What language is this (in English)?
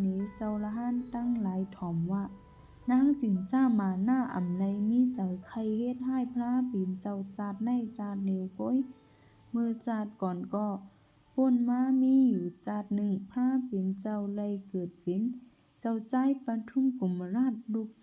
Shan